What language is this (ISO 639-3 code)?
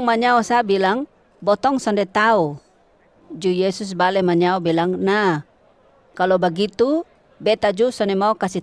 mkn